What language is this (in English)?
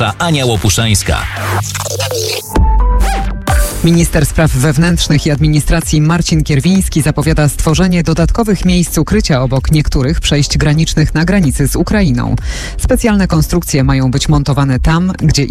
Polish